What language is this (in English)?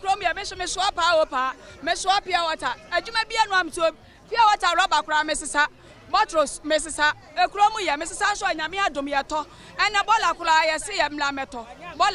Akan